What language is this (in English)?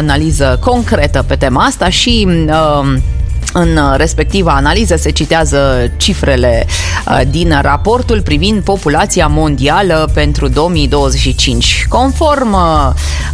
Romanian